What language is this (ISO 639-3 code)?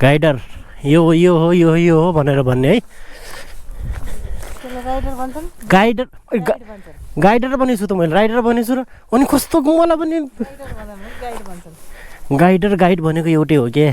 nep